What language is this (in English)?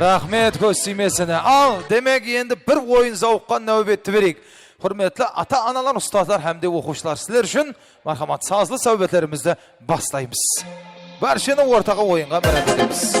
Kara-Kalpak